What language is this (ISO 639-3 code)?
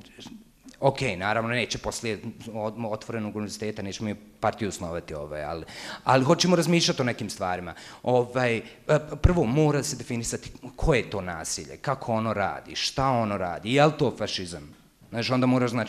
bos